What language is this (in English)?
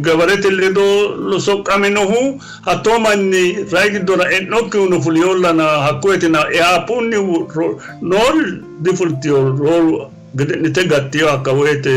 Sidamo